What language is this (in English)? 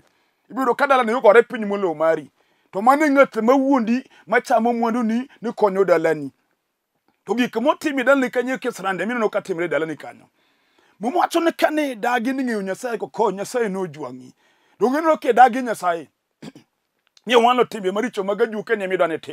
Luo (Kenya and Tanzania)